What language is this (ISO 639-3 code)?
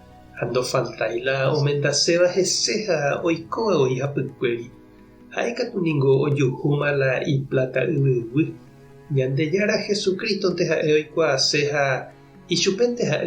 grn